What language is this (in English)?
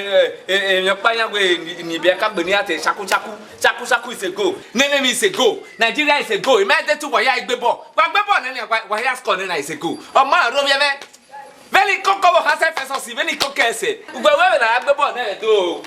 Bini